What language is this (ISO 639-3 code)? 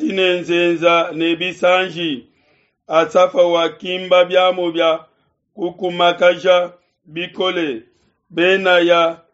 lua